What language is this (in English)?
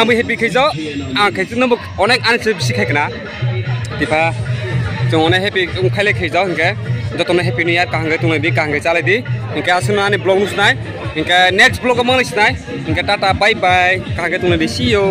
Kok Borok